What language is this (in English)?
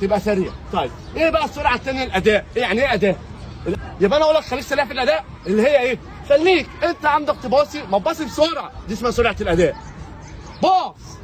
Egyptian Arabic